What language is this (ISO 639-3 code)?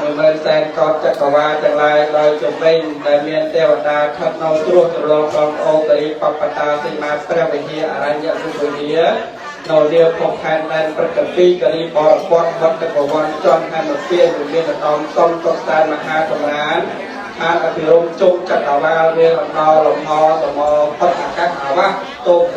khm